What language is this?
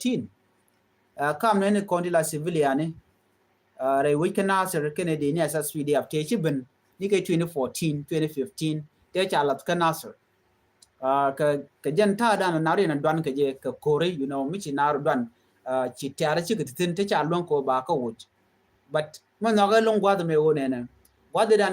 Nuer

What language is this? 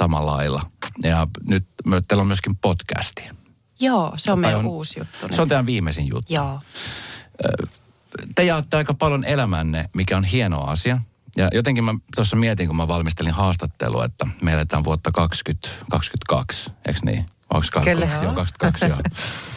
Finnish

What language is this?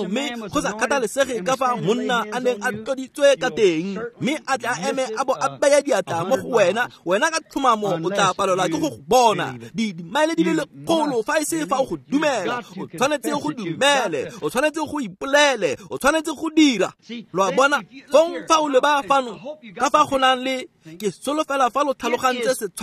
Tswana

